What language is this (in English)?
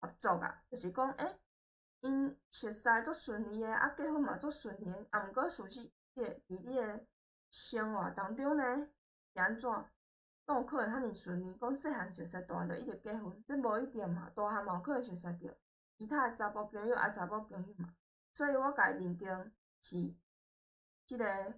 Min Nan Chinese